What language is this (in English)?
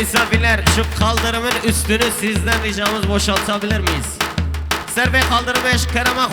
Kurdish